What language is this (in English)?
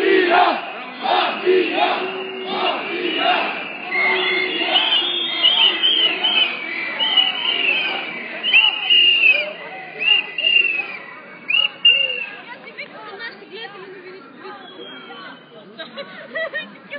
Bulgarian